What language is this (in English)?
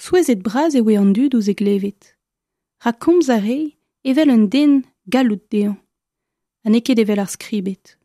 Breton